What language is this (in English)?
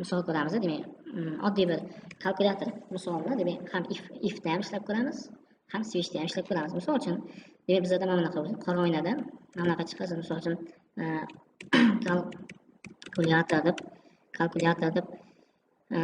Uzbek